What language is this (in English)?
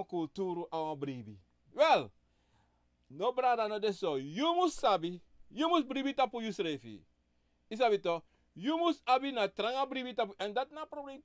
Sranan Tongo